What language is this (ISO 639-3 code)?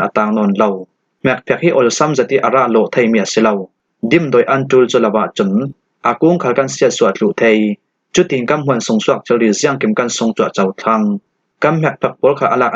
cfm